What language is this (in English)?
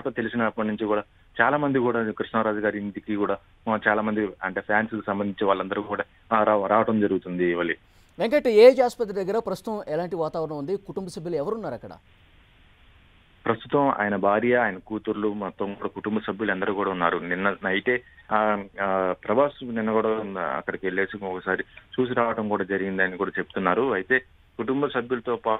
Telugu